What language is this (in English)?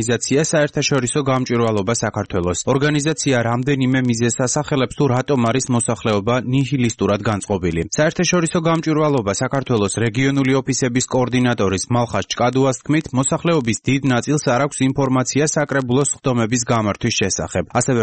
Georgian